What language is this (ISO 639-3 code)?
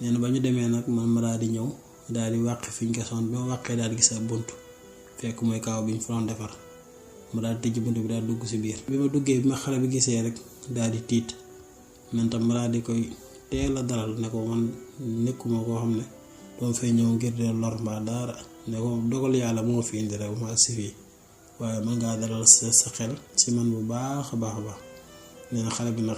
wol